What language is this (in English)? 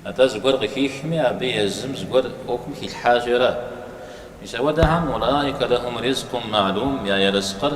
Kabardian